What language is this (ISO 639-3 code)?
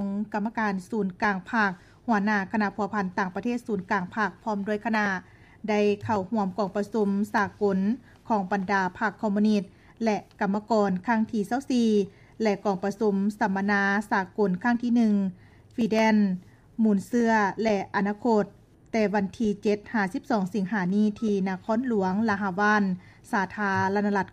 lao